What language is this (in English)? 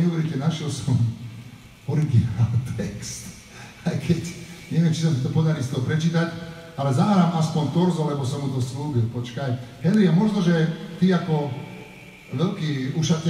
Slovak